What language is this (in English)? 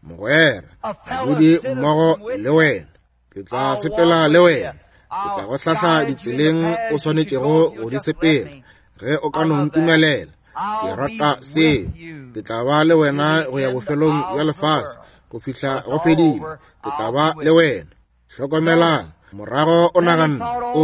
Northern Sotho